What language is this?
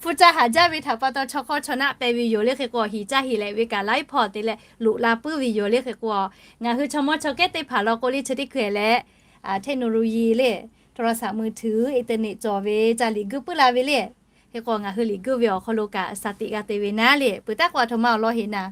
Lahu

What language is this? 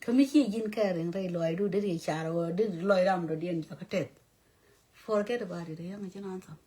Nuer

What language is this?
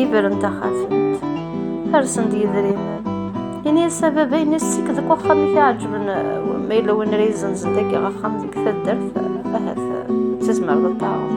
Kabyle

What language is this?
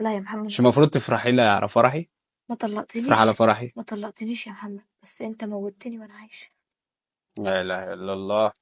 Egyptian Arabic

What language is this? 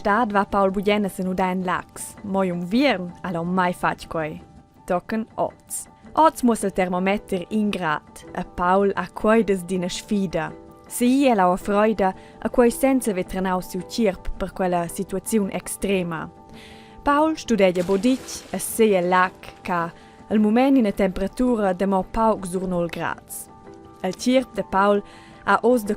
Romansh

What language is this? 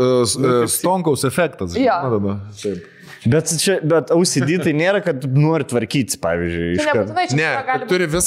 Lithuanian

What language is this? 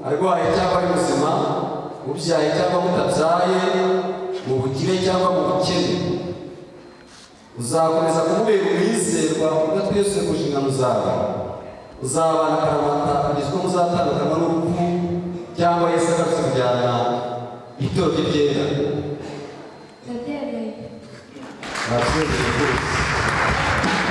Kinyarwanda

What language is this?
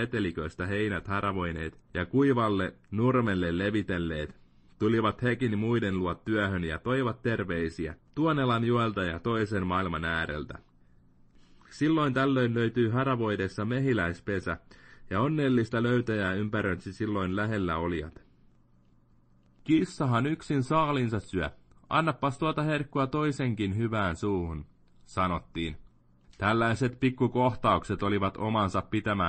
Finnish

